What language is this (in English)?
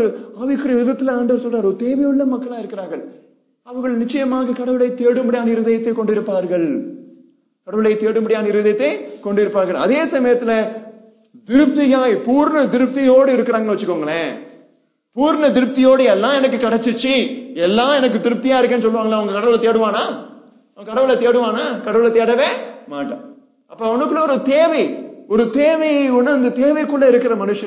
Tamil